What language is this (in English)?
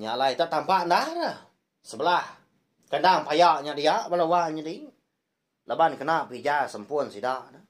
Iban